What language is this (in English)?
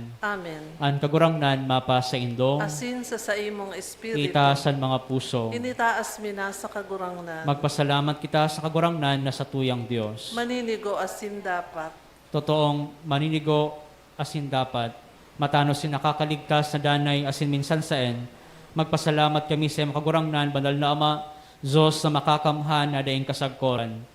Bikol